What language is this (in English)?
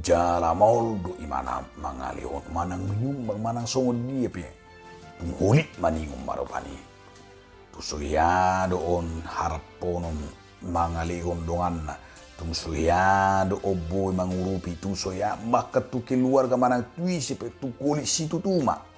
Batak Toba